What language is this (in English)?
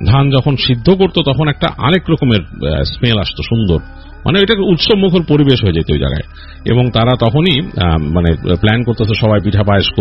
Bangla